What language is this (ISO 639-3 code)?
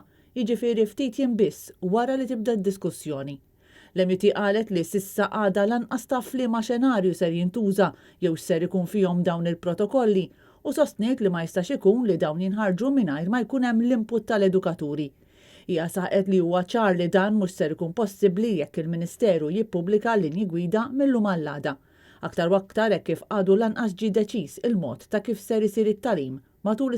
mlt